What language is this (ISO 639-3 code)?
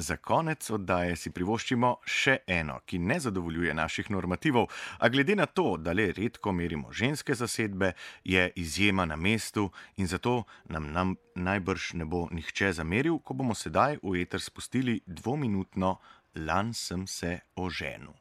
slv